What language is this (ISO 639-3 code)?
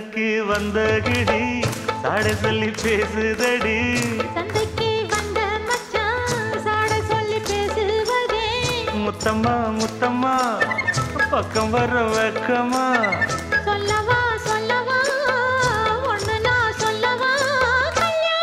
tam